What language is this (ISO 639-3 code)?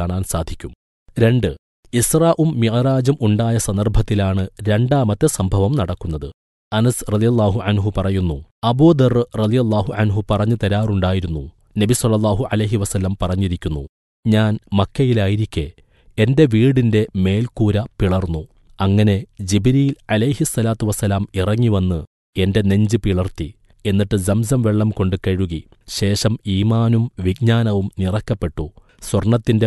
mal